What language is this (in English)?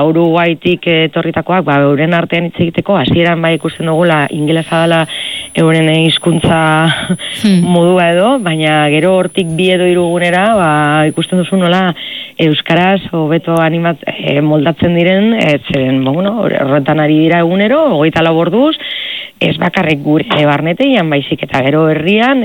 Basque